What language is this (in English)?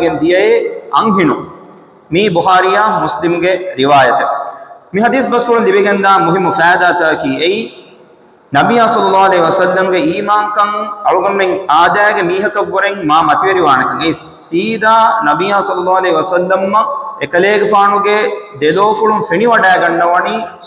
Divehi